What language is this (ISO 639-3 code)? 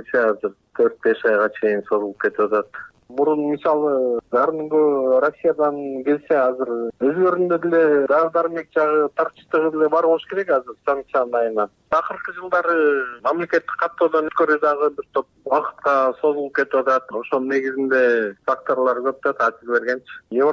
kir